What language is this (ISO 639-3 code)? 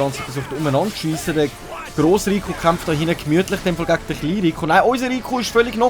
gsw